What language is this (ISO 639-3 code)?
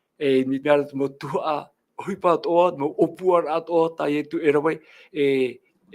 tah